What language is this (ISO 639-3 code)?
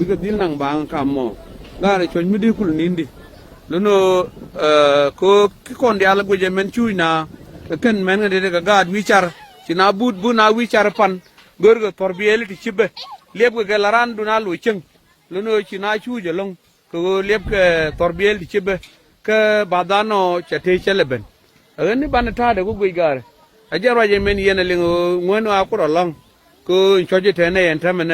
nus